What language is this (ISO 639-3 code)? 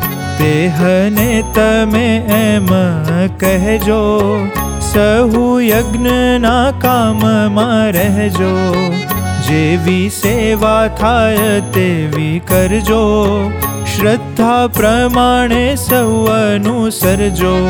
guj